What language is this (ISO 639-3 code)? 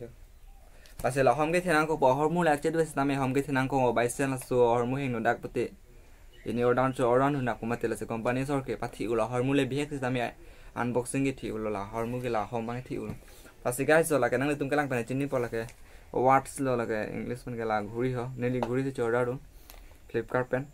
mjw